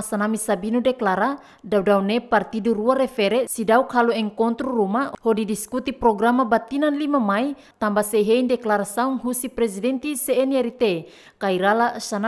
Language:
Tetum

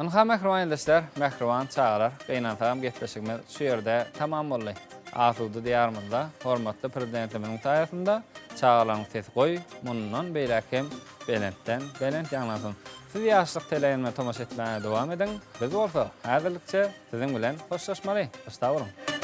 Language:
Turkmen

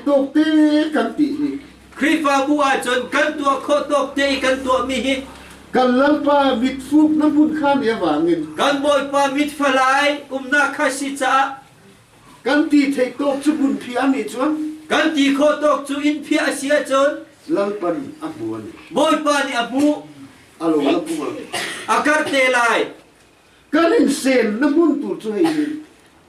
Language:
Hakha Chin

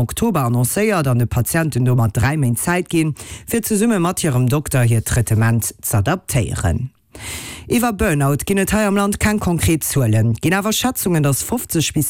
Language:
Luxembourgish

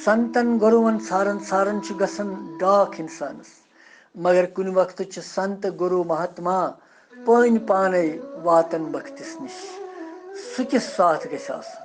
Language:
Kashmiri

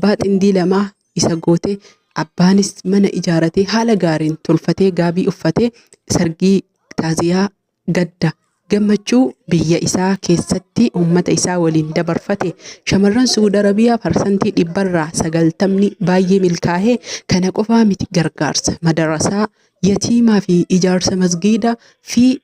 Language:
Oromo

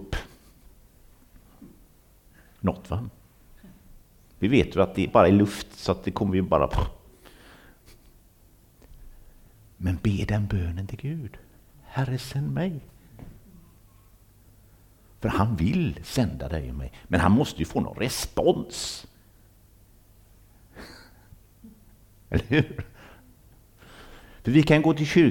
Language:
Swedish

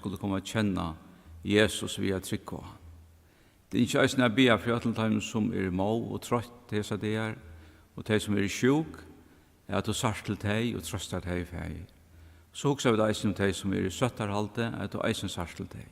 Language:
Faroese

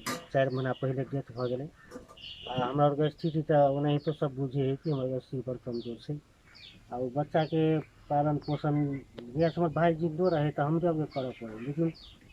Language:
Maithili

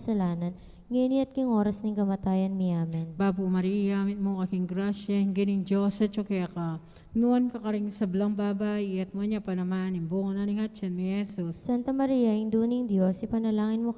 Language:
Pampanga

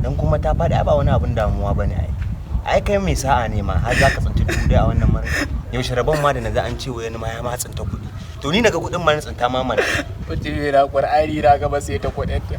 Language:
Hausa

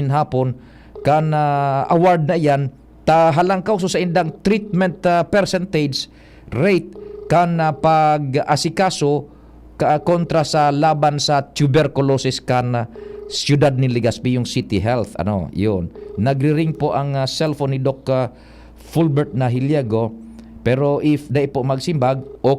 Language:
Bikol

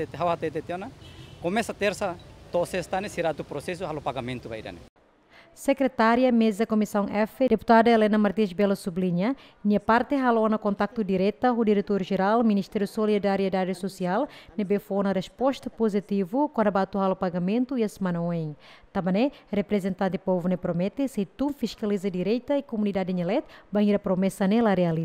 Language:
Tetum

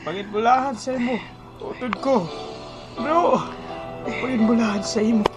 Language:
Hiligaynon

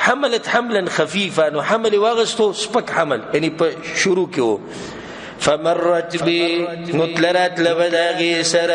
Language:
Pashto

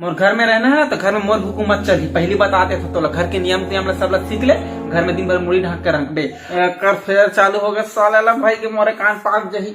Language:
Chhattisgarhi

